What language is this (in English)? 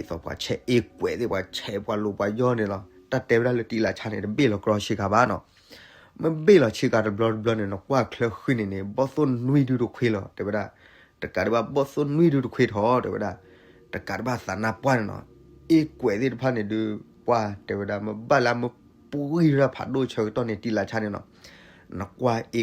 S'gaw Karen